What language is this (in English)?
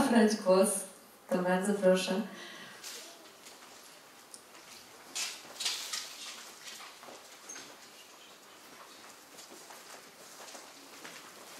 Polish